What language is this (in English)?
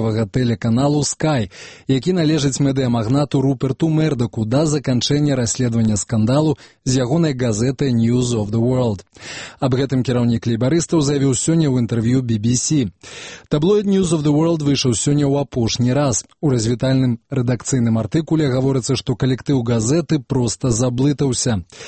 Belarusian